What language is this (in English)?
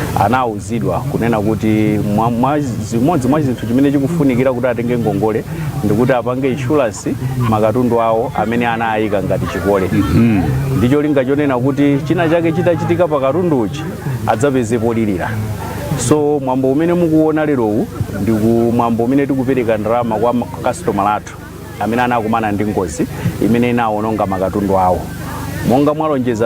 Nyanja